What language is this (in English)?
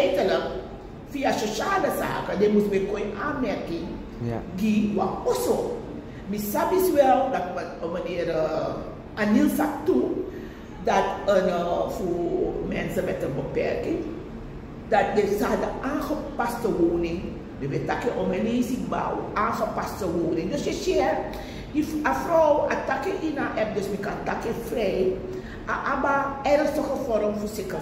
Sranan Tongo